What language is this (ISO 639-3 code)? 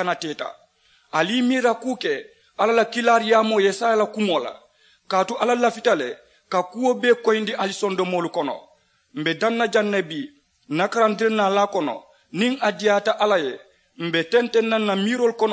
man